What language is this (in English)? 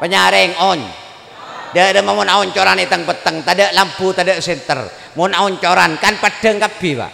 Madurese